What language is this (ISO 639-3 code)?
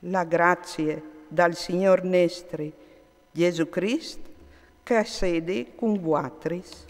fur